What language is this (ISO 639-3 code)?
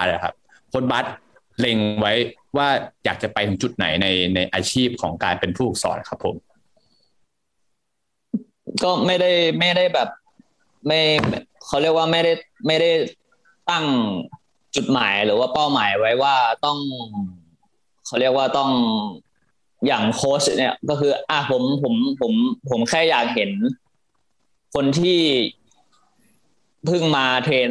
tha